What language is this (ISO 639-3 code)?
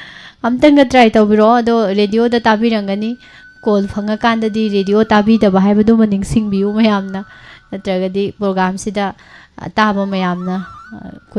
mni